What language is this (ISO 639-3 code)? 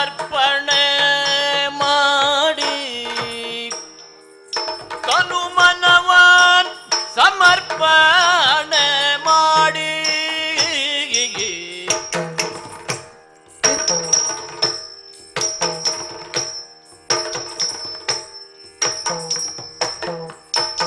kan